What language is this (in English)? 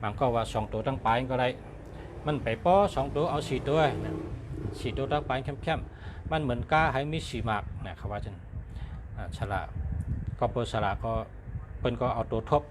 Shan